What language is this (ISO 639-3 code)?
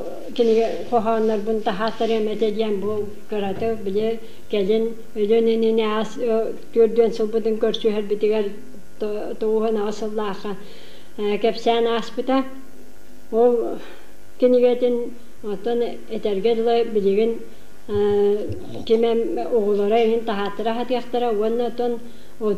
sah